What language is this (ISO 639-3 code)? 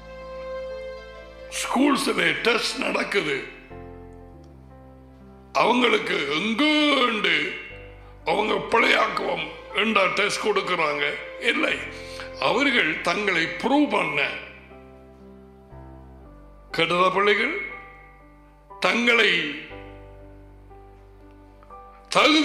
tam